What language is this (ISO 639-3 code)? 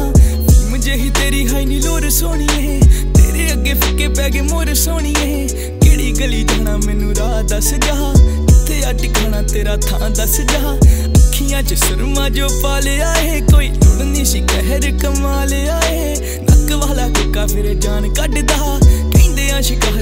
pan